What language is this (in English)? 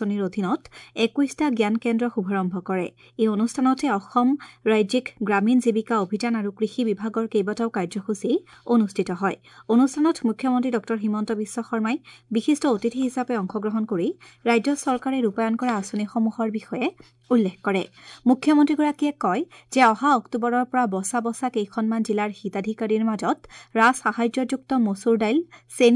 Assamese